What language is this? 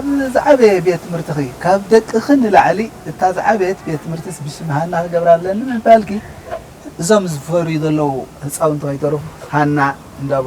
Tigrinya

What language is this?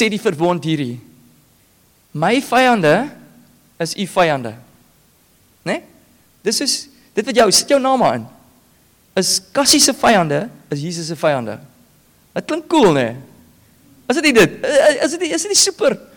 Afrikaans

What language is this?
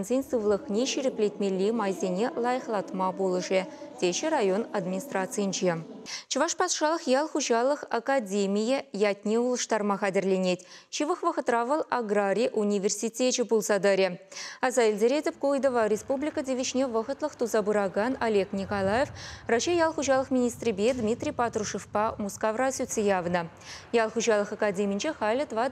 Chuvash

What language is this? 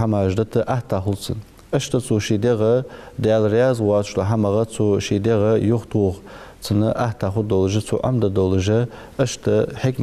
Ingush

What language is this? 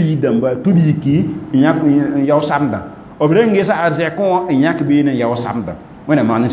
Mossi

